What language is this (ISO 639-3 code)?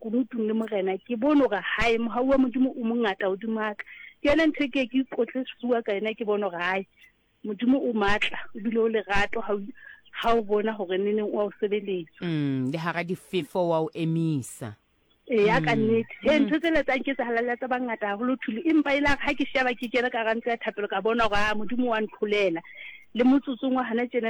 sot